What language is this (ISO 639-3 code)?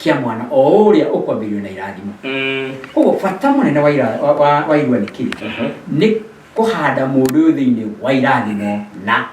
kik